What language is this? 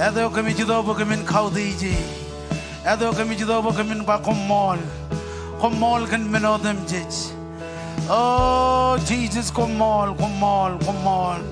Marshallese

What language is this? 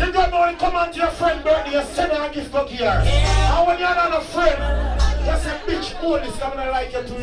Jamaican Creole English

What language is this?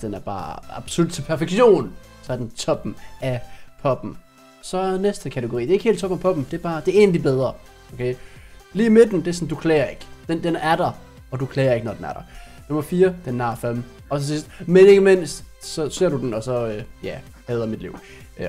Danish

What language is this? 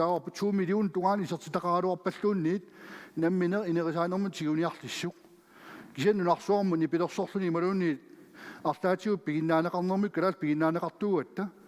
Kalaallisut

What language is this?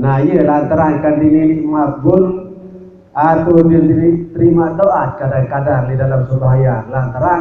Sasak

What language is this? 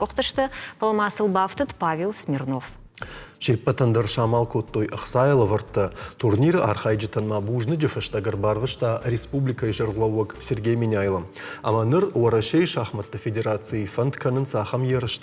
Ossetic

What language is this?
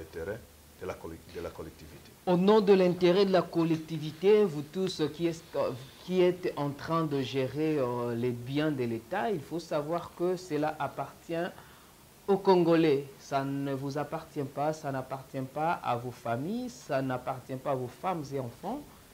French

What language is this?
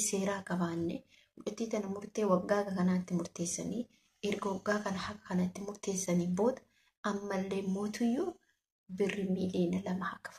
Oromo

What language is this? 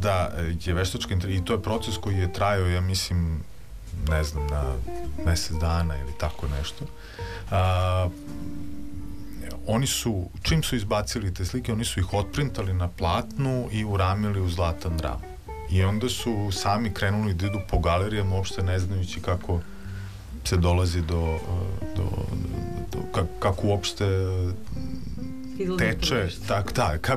Serbian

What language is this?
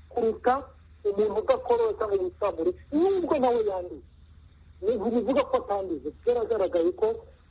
Kinyarwanda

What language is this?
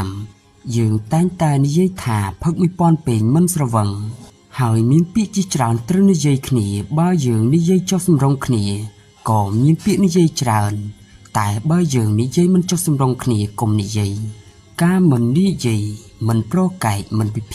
Khmer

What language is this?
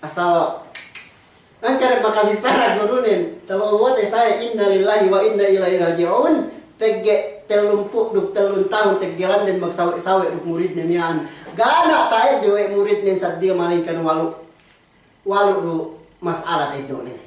Yakan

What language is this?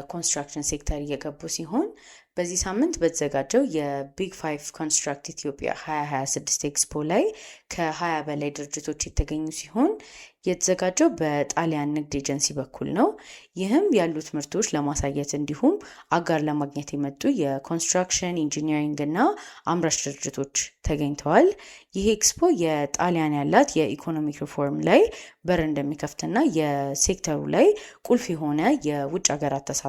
Amharic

